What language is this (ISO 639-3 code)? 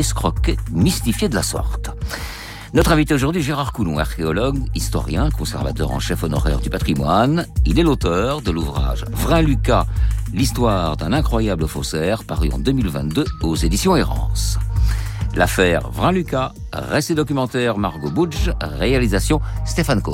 fra